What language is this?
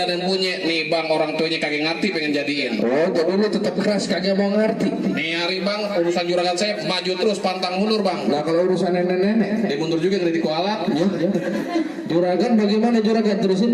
Betawi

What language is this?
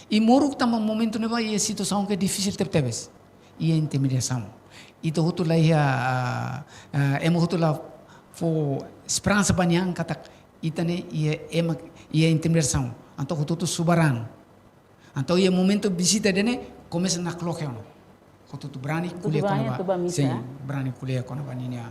Tetum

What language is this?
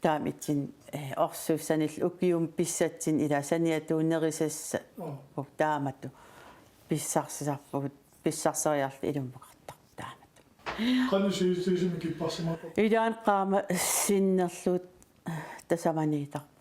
Kalaallisut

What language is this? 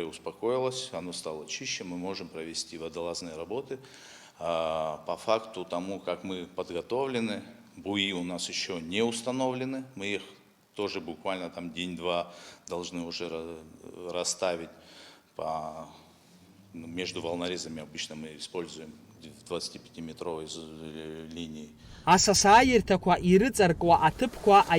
Abkhazian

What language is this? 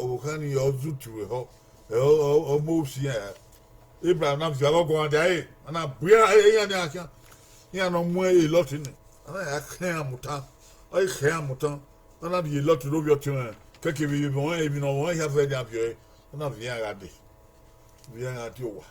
Bini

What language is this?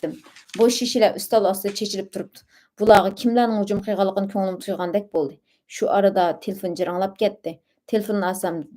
Uyghur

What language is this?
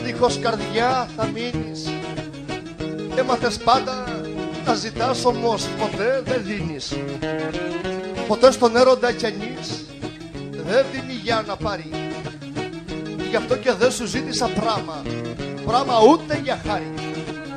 Greek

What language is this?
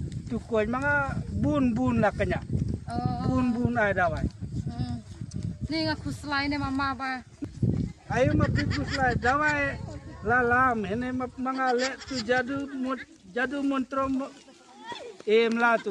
Khasi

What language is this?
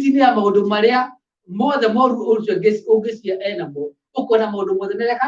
Kikuyu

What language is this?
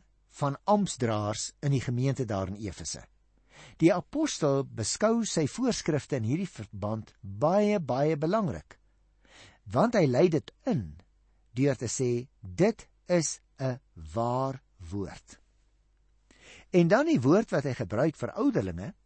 Afrikaans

